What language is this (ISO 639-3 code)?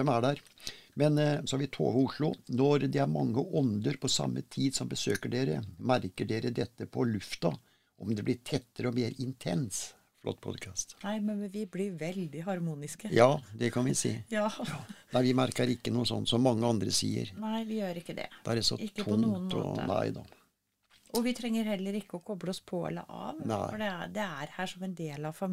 nor